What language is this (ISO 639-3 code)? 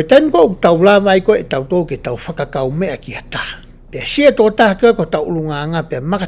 ton